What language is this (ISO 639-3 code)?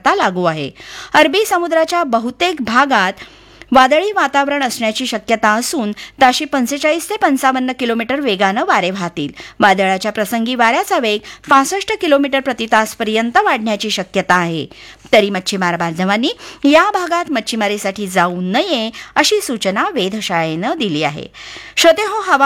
mar